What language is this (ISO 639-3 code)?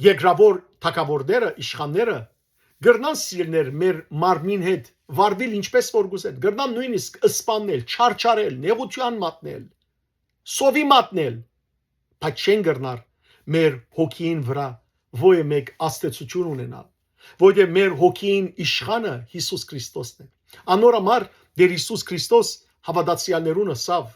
hyw